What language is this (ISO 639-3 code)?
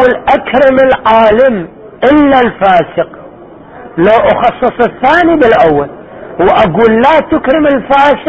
ara